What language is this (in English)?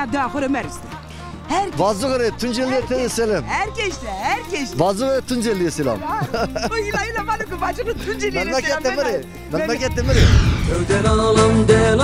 Zaza